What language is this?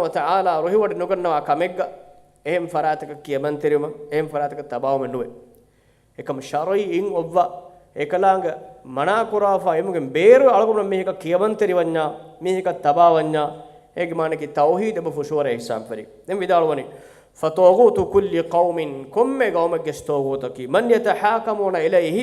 Divehi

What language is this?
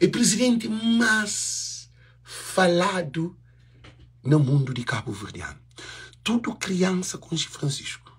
Kabuverdianu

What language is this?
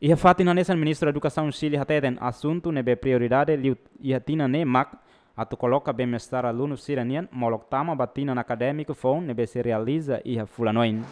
Tetum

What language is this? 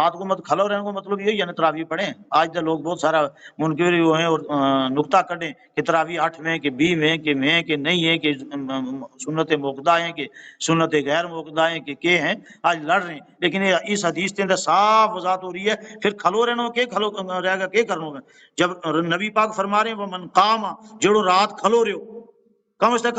Gujari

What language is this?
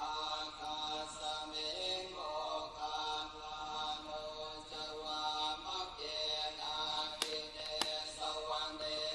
Pali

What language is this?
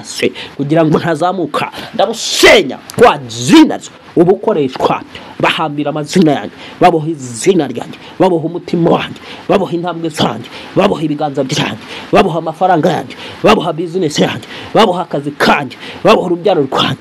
Kinyarwanda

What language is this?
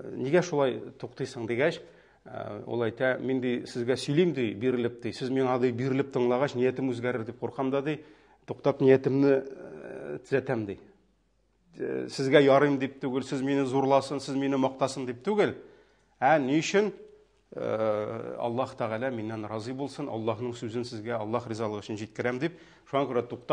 Tatar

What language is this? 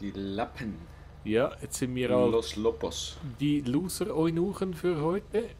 Swiss German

